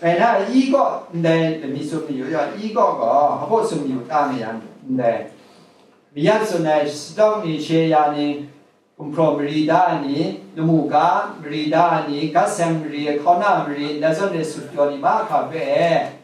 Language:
Kachin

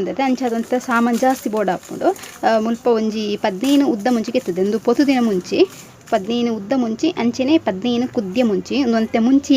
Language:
Tulu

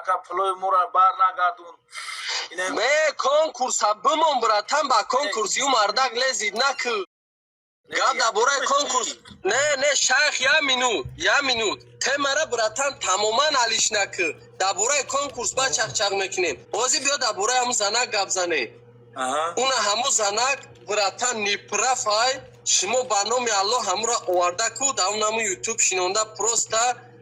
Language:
Tajik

